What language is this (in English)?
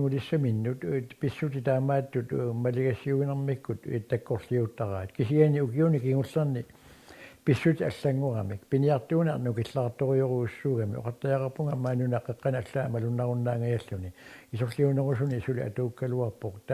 Kalaallisut